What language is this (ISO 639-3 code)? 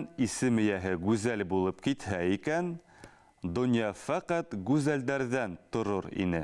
bak